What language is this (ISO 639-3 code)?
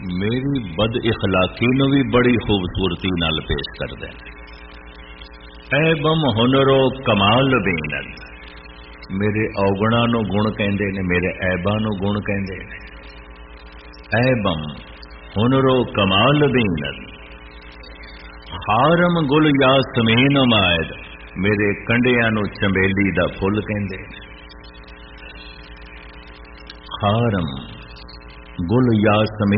pan